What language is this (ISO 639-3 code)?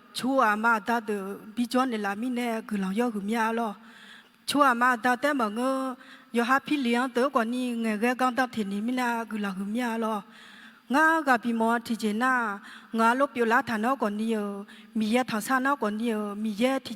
ahk